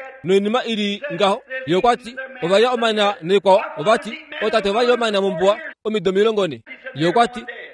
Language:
Kuanyama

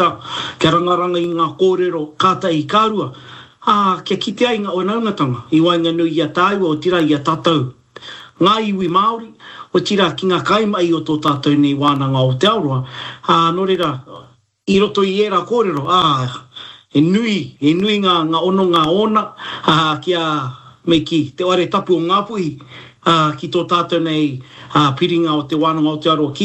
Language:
Māori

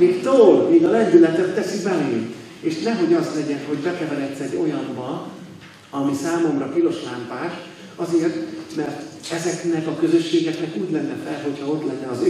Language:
Hungarian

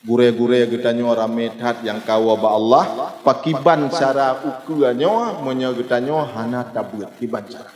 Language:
Achinese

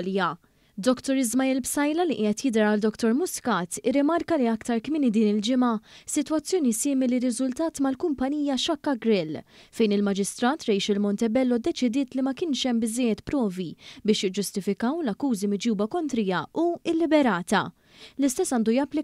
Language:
Maltese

